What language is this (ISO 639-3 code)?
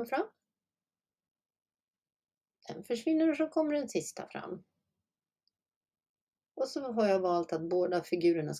swe